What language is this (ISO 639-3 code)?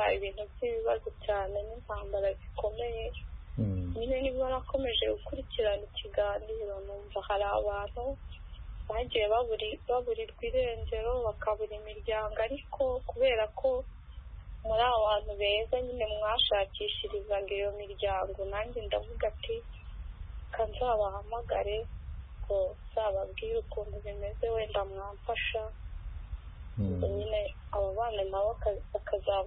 kin